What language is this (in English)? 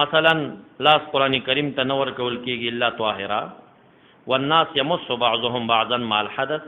Pashto